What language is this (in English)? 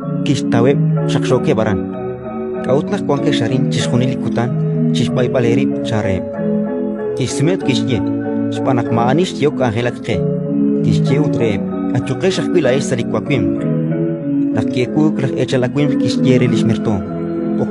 Kekchí